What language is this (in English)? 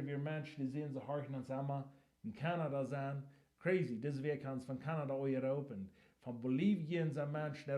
Plautdietsch